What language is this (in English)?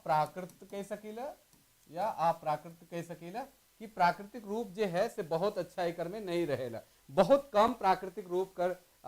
Sadri